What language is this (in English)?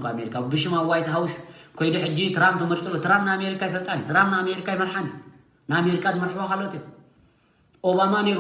Tigrinya